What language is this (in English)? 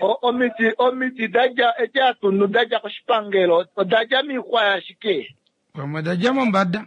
Kuanyama